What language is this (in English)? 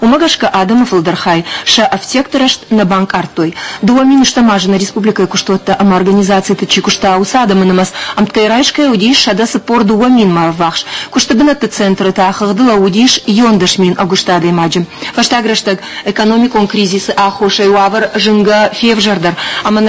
Ossetic